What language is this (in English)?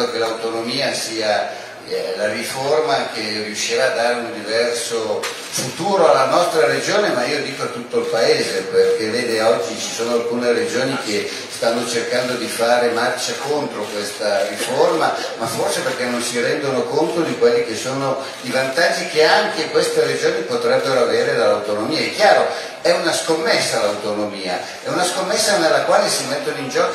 Italian